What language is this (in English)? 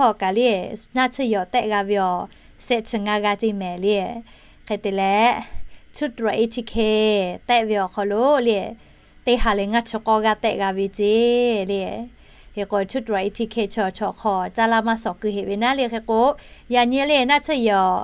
Lahu